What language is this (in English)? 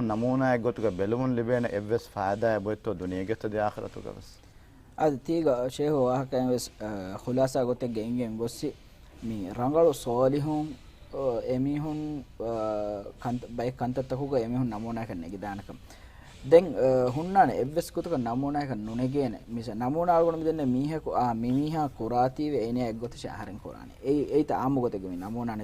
Divehi